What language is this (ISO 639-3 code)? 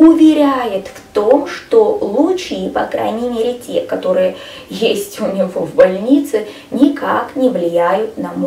rus